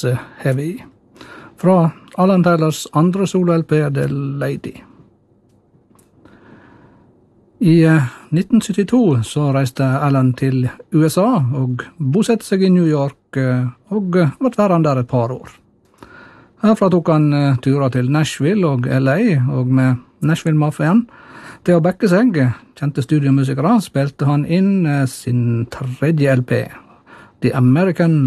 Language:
Norwegian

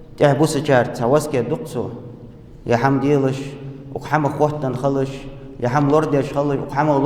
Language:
Ingush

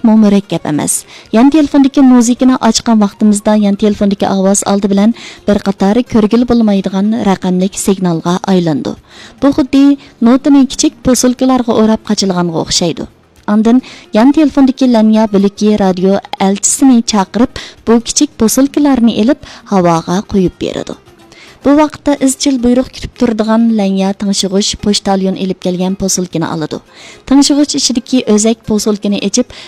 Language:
Uyghur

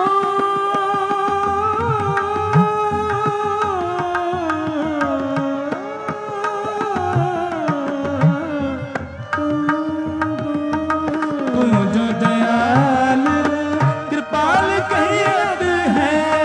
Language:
Hindi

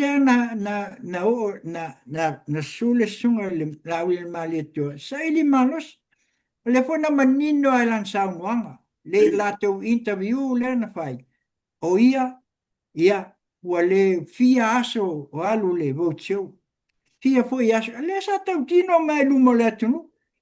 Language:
Samoan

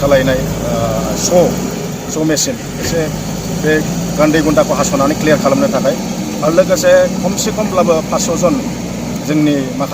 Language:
Bodo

